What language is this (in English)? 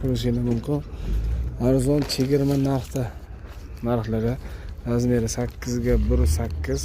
Uzbek